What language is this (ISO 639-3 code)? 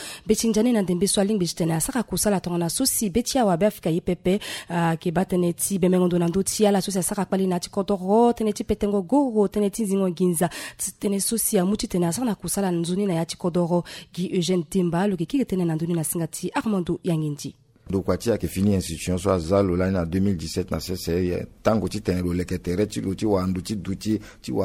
sag